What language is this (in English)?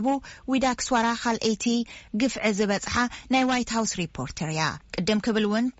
Tigrinya